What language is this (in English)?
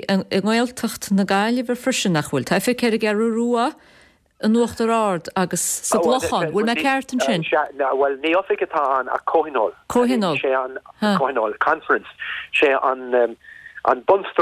Irish